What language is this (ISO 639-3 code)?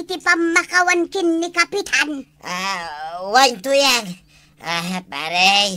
ilo